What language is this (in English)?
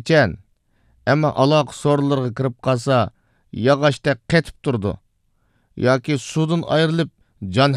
Uyghur